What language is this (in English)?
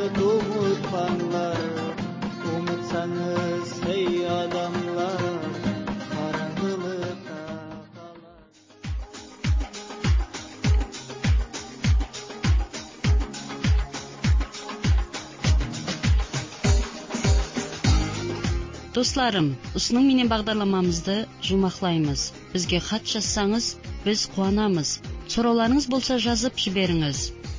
Kara-Kalpak